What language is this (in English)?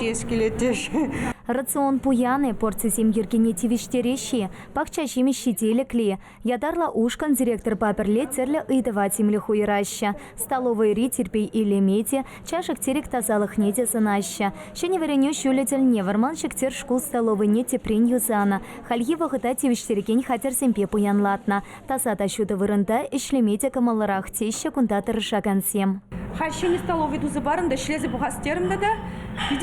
Chuvash